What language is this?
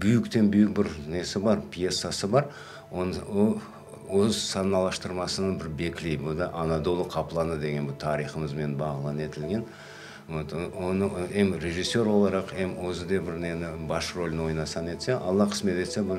Crimean Tatar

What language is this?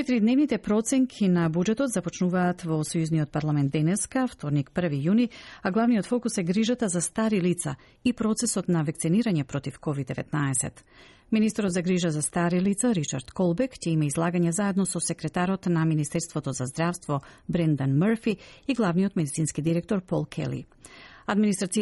Macedonian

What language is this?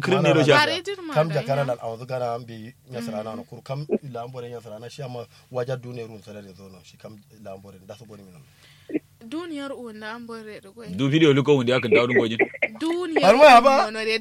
Kanuri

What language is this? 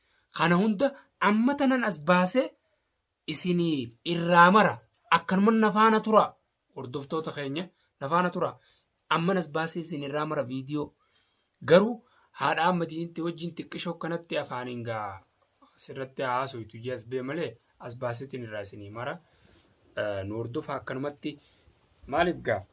Oromo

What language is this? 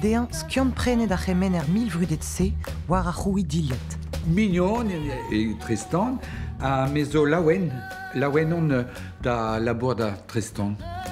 Breton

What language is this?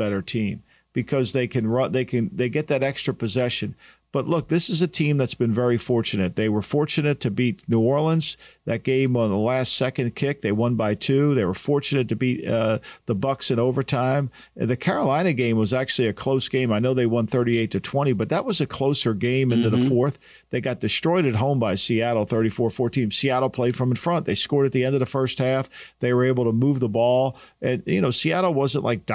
English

